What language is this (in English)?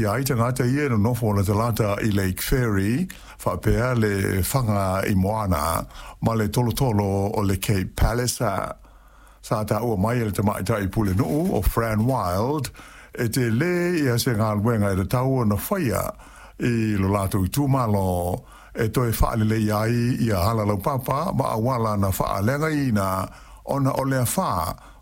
Samoan